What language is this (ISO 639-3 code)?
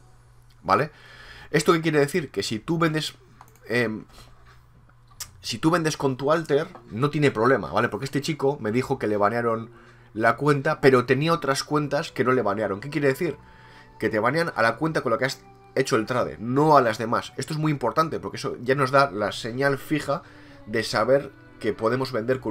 spa